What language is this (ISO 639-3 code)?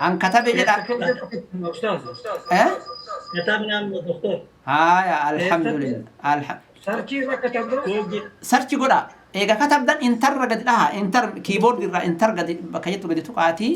orm